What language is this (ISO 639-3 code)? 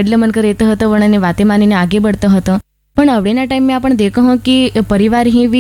guj